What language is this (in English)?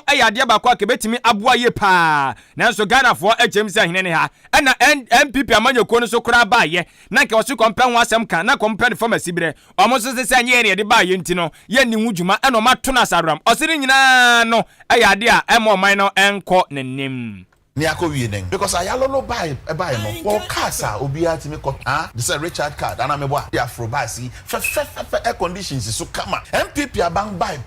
Akan